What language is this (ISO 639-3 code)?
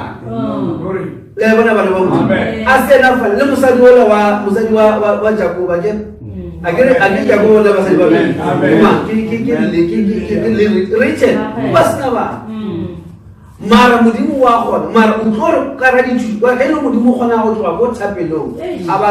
nso